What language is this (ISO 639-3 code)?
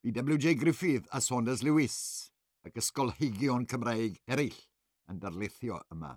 cym